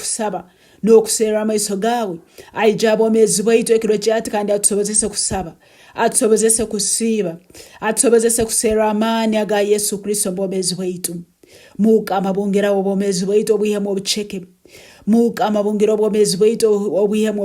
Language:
Tooro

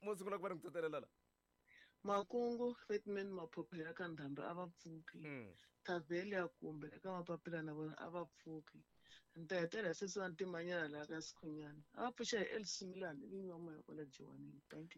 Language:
Tsonga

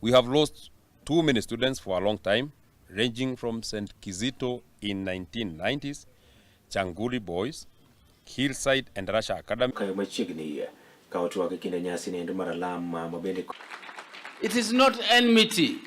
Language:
Luo (Kenya and Tanzania)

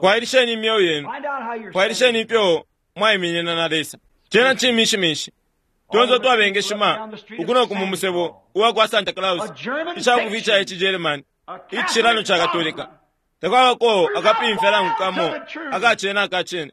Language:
Bemba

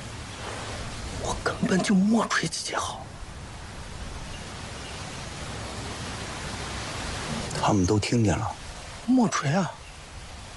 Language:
Chinese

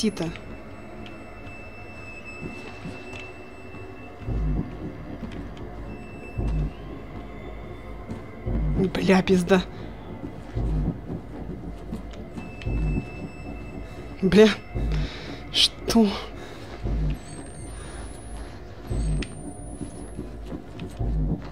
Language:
Russian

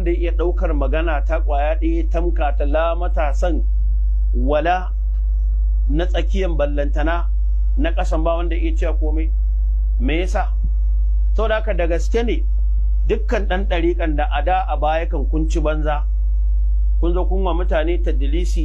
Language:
Hausa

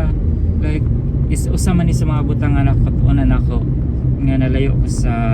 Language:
Cebuano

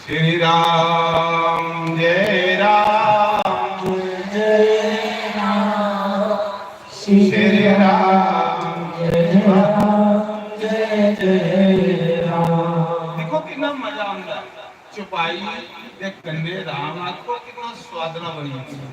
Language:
Dogri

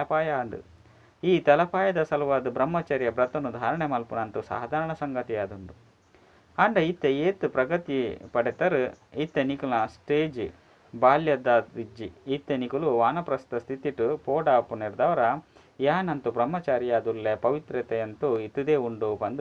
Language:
Tulu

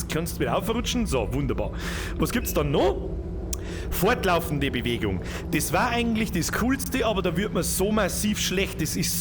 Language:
Bavarian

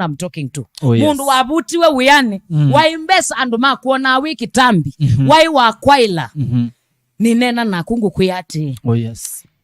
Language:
Kamba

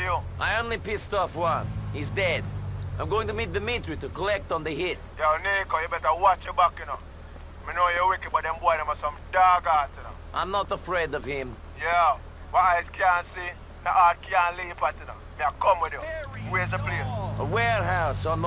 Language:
Bavarian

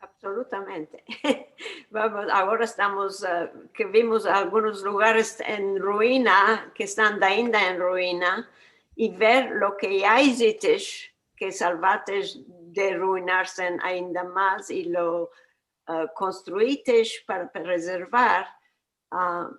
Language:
Ladino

